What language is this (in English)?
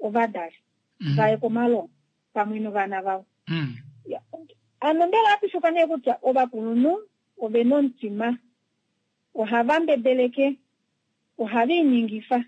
Kuanyama